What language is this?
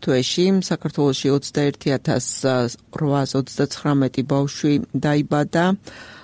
Georgian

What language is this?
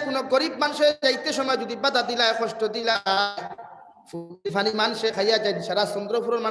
Sylheti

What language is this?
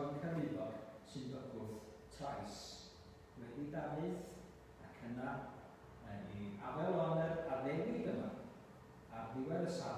Welsh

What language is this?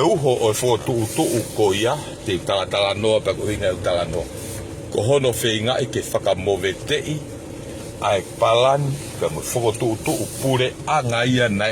Tongan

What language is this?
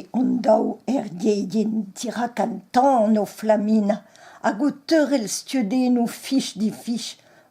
Breton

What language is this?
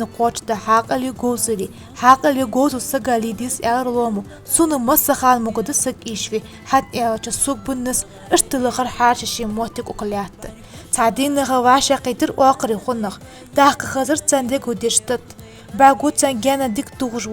Ingush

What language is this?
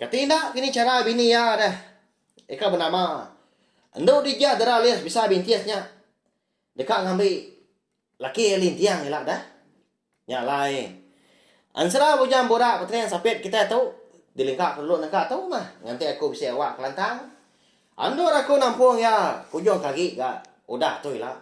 Iban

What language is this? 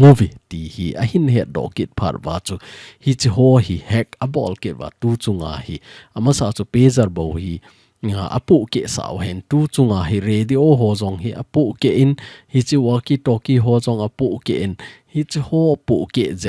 Thado Chin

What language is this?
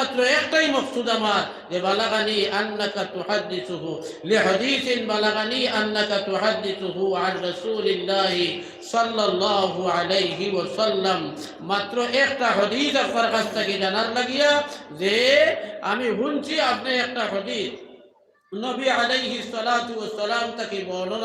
Sylheti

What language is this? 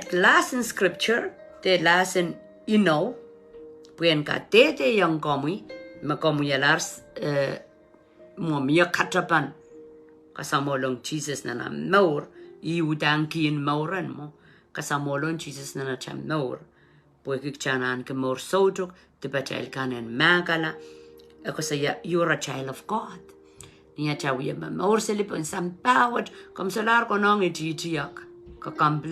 Pohnpeian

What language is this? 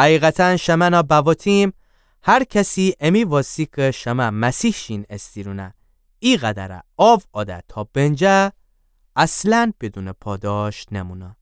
Gilaki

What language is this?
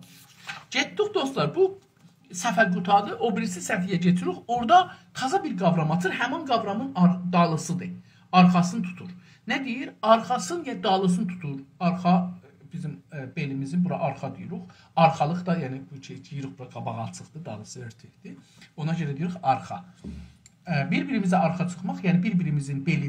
South Azerbaijani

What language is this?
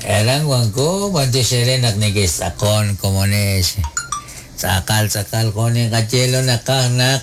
Kekchí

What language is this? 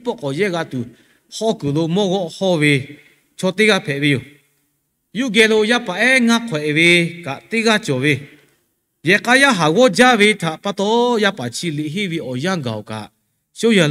Lahu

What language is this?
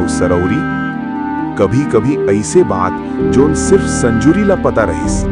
Chhattisgarhi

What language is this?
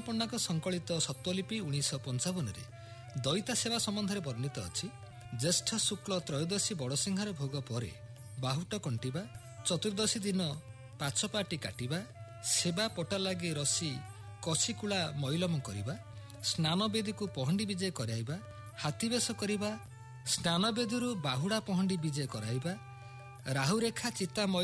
Odia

